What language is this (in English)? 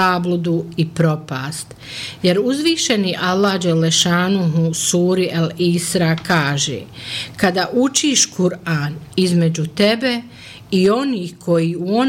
Bosnian